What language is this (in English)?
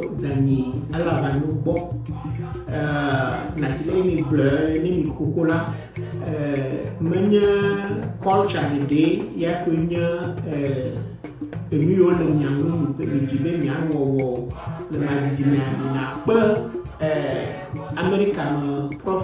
Ewe